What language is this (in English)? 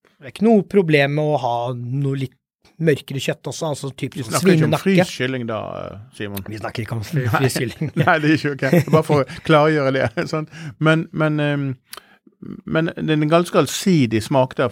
Norwegian